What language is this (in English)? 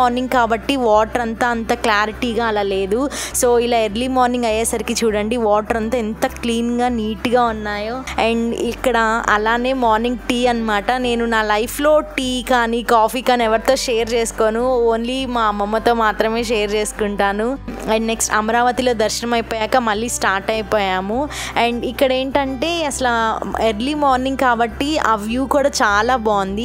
Telugu